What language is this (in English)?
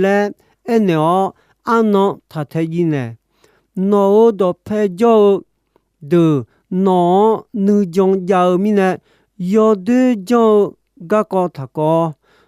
Akha